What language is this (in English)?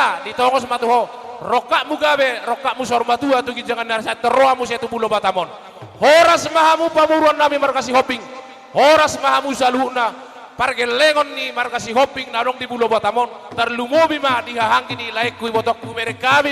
Batak Toba